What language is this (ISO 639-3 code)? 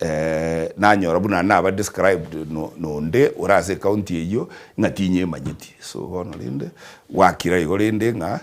guz